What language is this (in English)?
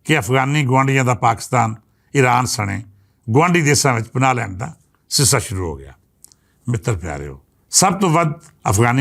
Western Panjabi